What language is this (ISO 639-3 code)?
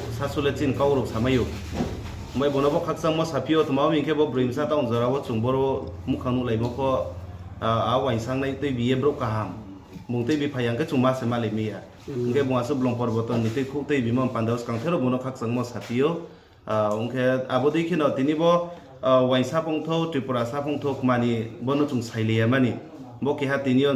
ria